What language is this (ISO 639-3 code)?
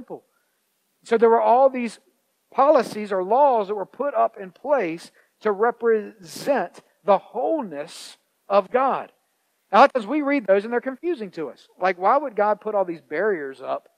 eng